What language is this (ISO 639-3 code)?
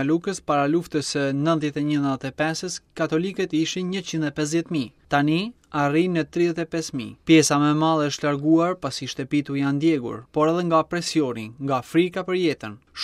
sqi